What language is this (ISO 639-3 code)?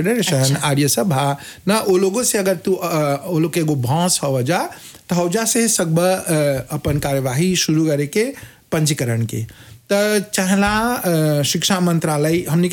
bho